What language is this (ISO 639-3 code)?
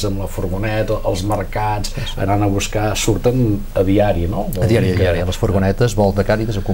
cat